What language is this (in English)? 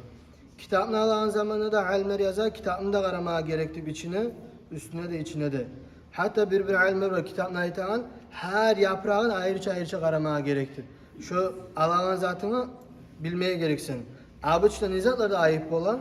Kumyk